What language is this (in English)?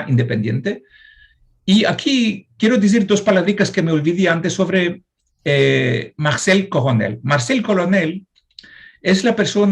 Ladino